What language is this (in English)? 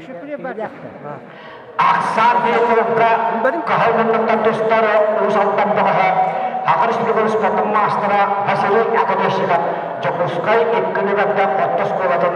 Yakut